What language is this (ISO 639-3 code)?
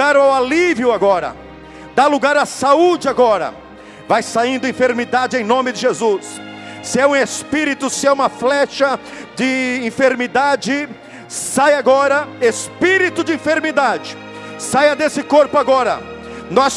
por